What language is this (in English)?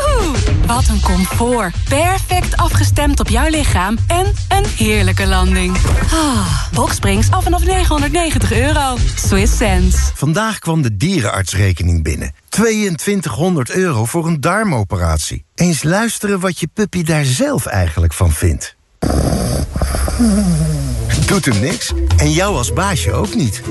Dutch